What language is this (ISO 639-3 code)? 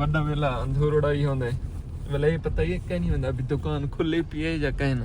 skr